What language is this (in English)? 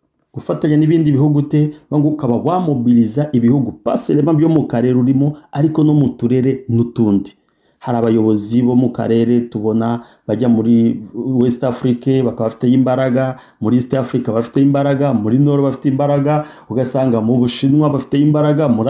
Kinyarwanda